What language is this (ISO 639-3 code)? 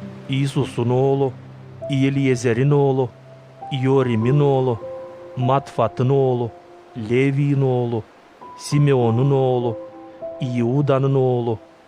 gag